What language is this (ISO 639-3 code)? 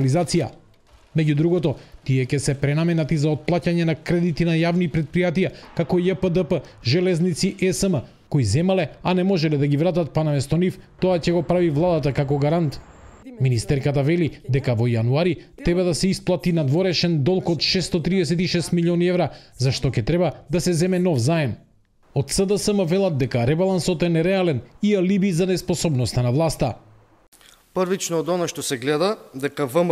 mkd